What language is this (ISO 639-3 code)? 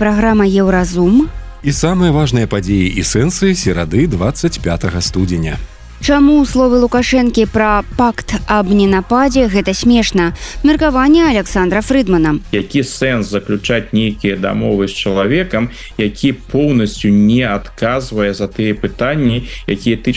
bel